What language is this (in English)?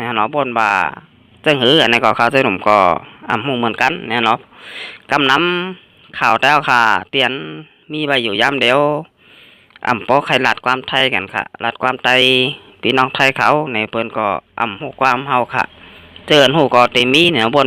Shan